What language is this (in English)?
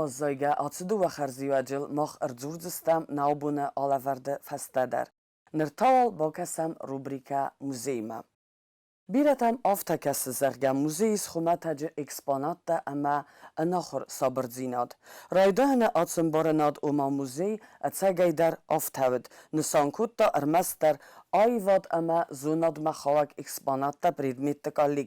Ossetic